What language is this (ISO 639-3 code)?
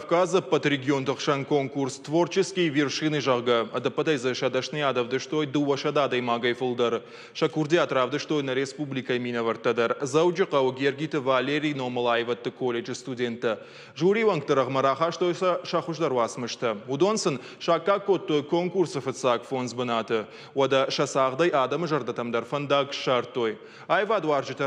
oss